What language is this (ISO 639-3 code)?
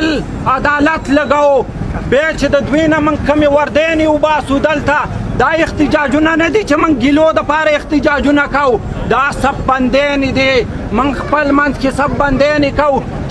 pus